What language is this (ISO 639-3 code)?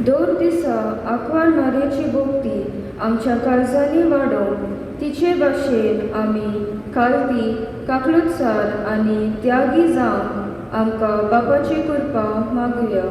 kok